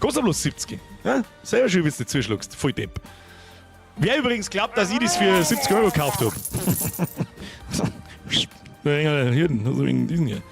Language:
Bavarian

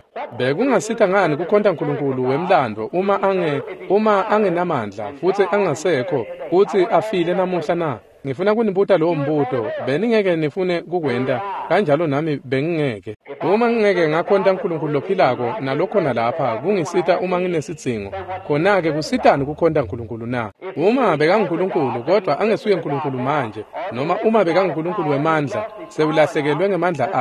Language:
Swati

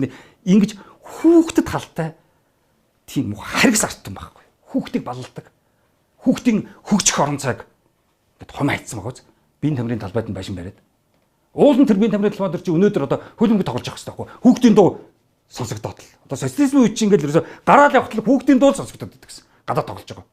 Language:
Mongolian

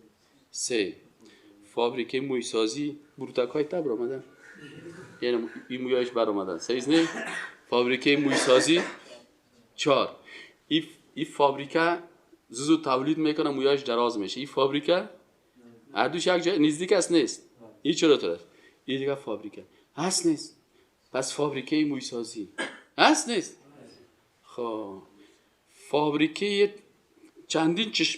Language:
Persian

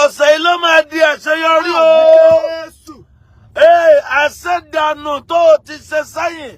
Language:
Yoruba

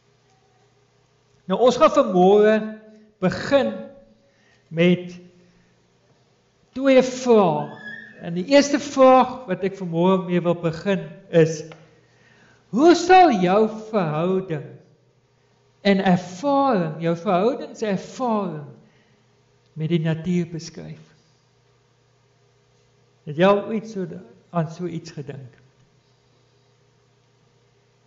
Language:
Afrikaans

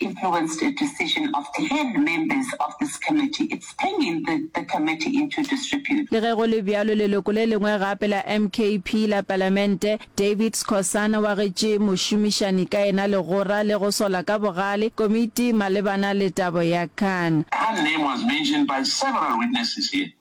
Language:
Northern Sotho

